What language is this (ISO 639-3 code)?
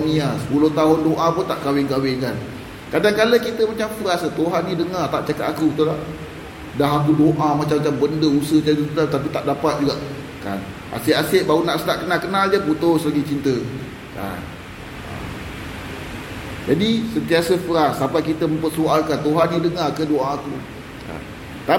msa